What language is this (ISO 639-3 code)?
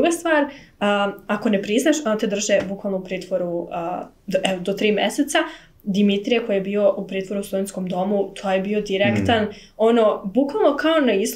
srp